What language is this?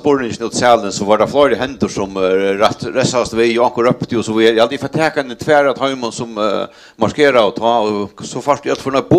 Faroese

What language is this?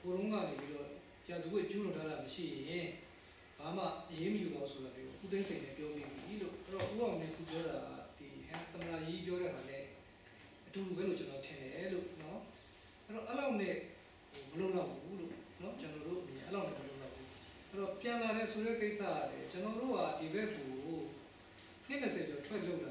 Burmese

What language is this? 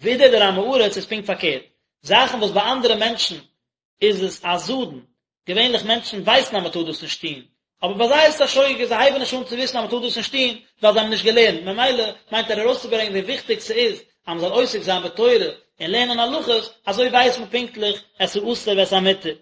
Yiddish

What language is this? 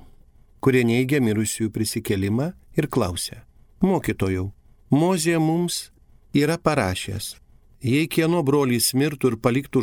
Lithuanian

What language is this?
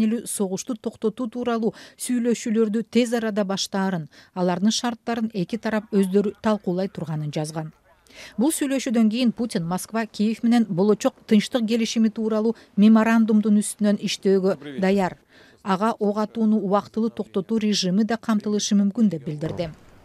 Kyrgyz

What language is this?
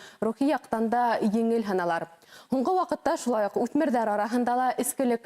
Bashkir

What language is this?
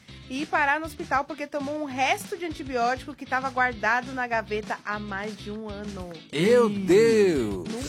Portuguese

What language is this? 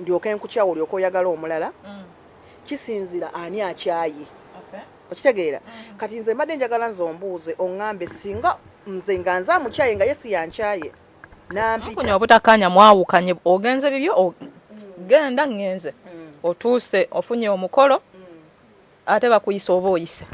Ganda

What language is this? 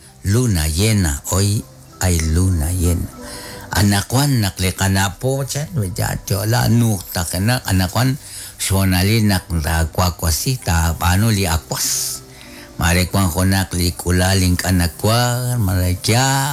Kekchí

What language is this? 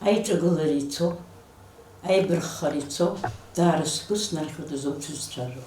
Abkhazian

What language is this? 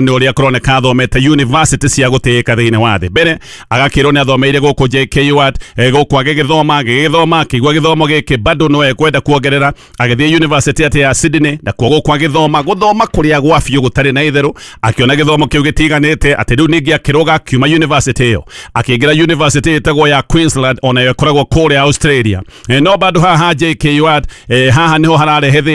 Kikuyu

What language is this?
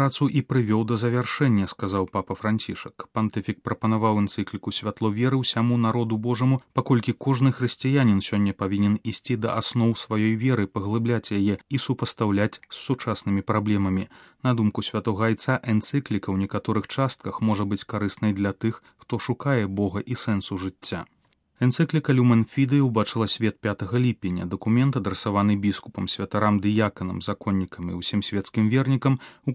Belarusian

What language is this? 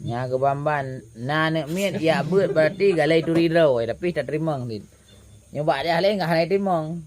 Achinese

